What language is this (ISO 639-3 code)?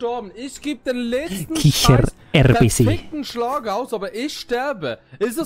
gsw